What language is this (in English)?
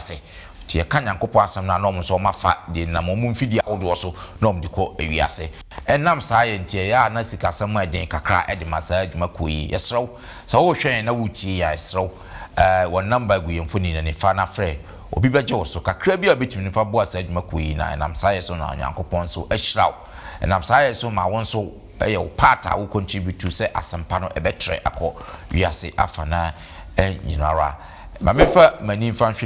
Akan